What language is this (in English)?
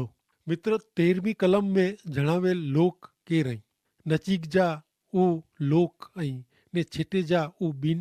Kachhi